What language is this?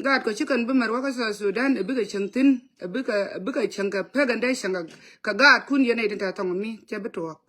Nuer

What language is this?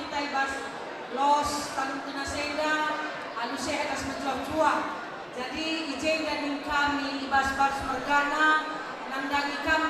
Batak Karo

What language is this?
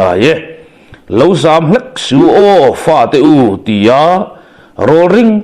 Mizo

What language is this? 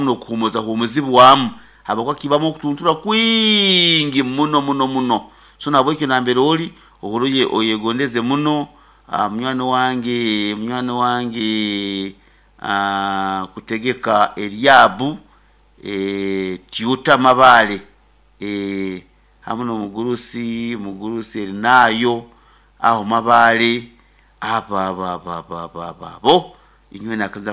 Nyoro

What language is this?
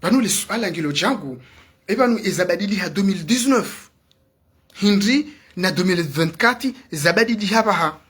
Ngazidja Comorian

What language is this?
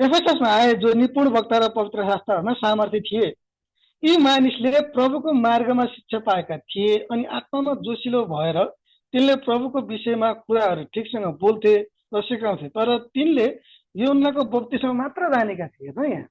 Nepali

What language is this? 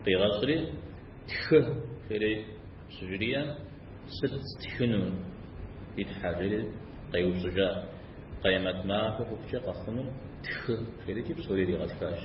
Kabardian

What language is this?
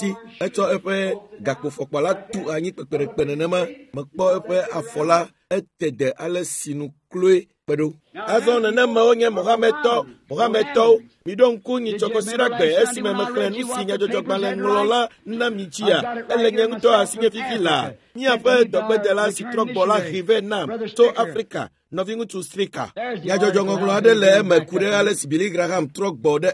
Ewe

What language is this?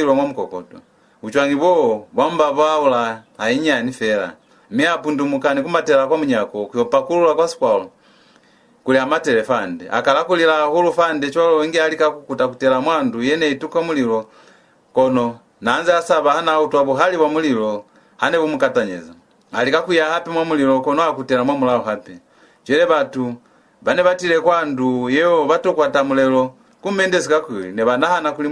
Lozi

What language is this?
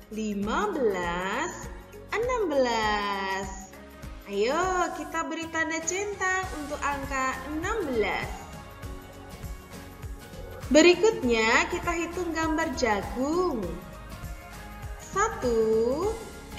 Indonesian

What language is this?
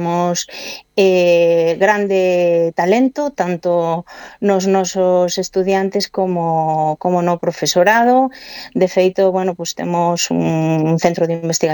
Galician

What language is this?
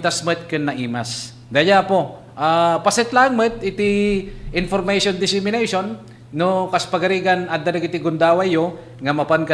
Iloko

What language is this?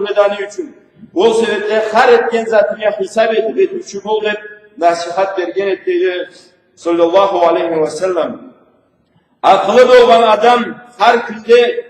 Karachay-Balkar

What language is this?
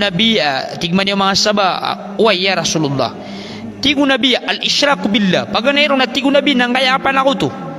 Maranao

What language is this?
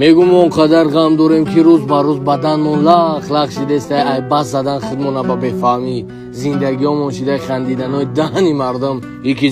Tajik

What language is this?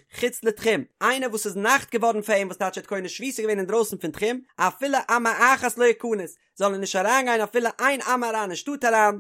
Yiddish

